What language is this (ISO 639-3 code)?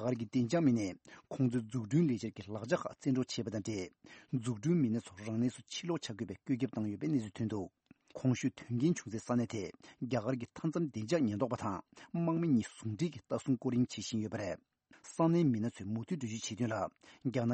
bod